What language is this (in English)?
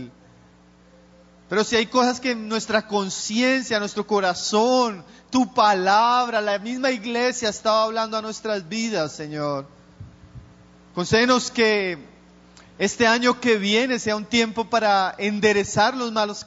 Spanish